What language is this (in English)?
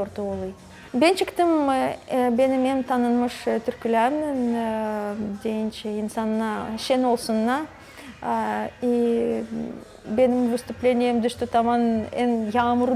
Gagauz